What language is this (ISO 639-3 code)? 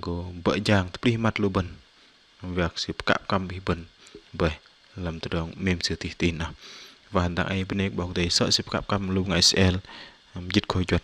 bdq